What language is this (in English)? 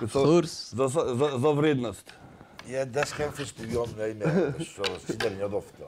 Ossetic